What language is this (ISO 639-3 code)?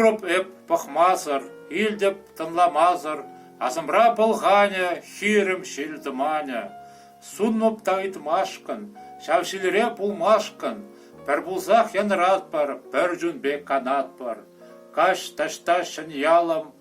chv